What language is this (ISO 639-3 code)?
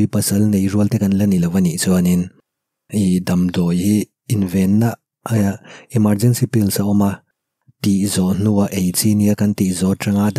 lus